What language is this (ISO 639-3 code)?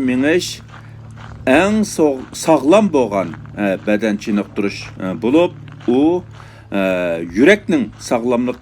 uig